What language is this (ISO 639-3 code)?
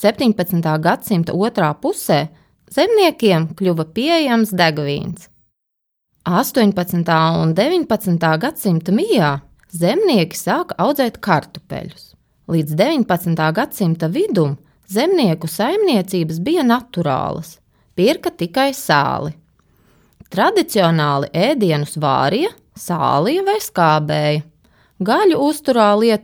lav